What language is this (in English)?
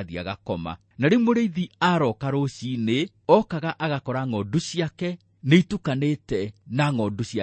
Kikuyu